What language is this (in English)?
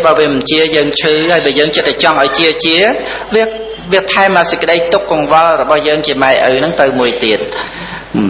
Khmer